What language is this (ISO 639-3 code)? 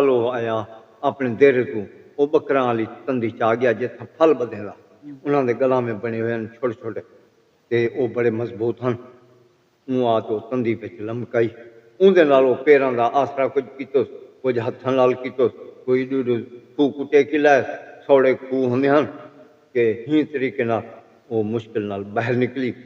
skr